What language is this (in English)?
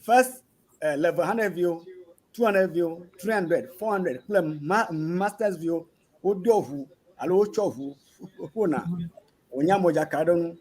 Ewe